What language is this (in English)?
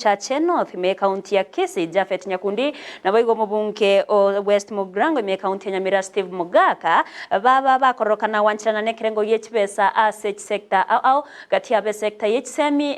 Gusii